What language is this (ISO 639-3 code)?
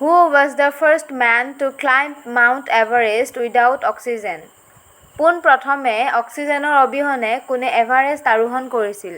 asm